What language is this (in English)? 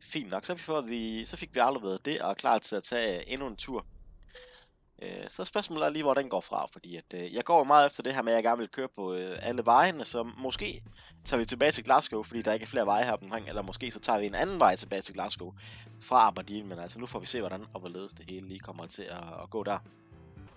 Danish